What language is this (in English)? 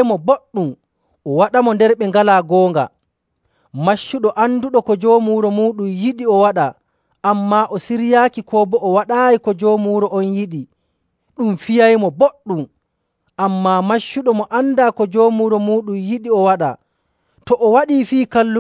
Nigerian Fulfulde